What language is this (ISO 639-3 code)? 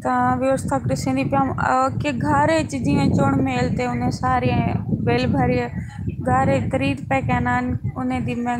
skr